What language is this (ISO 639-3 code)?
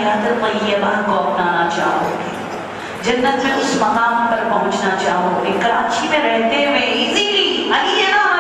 urd